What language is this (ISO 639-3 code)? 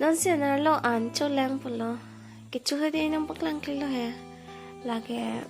mjw